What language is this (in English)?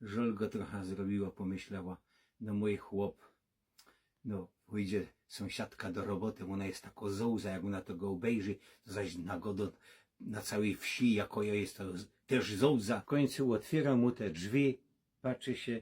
Silesian